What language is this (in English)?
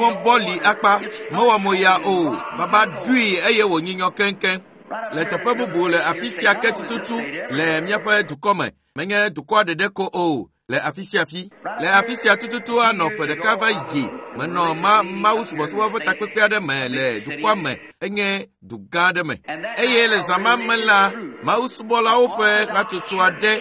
Ewe